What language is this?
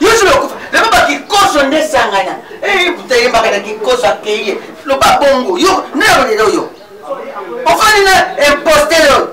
Lingala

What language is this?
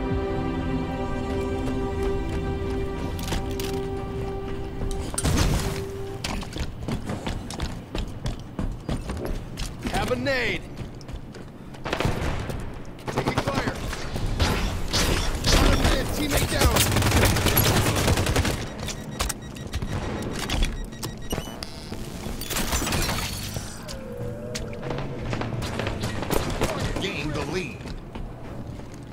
English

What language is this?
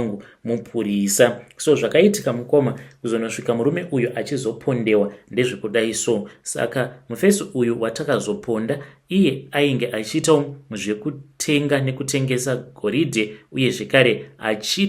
Shona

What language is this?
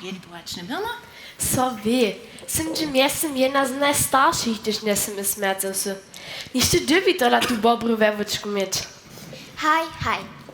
Upper Sorbian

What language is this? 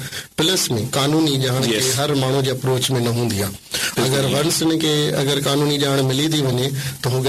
Sindhi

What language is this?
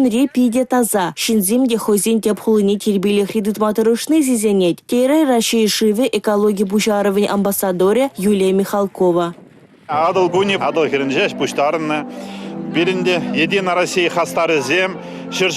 Chuvash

